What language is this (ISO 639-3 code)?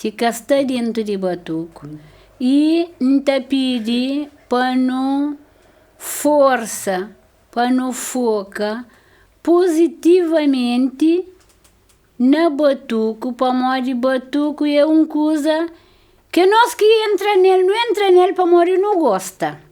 kea